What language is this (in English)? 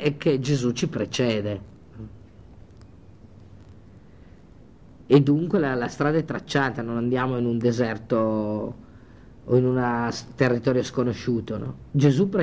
Italian